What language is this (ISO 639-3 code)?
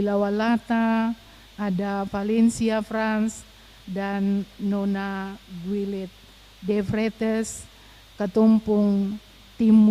abs